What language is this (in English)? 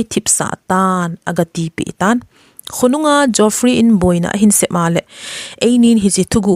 Thado Chin